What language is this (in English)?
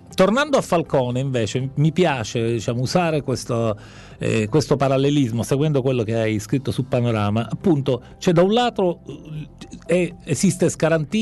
Italian